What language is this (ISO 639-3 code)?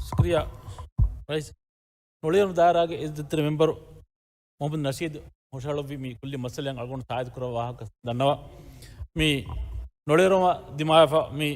div